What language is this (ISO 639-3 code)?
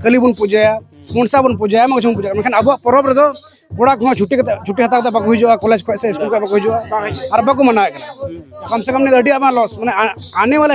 sat